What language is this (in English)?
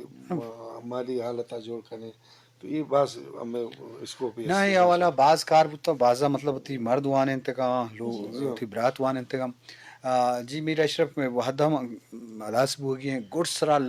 Eastern Balochi